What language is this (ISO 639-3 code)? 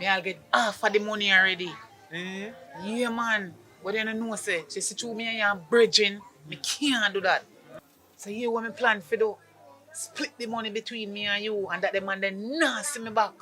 jam